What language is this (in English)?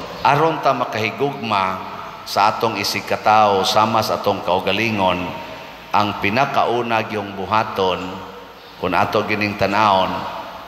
Cebuano